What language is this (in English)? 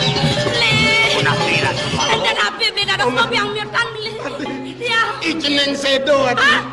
Balinese